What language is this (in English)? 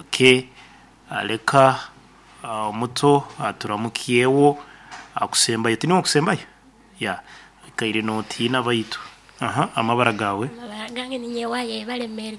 Nyoro